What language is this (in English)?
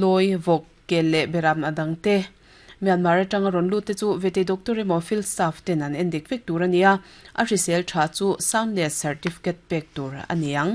Mizo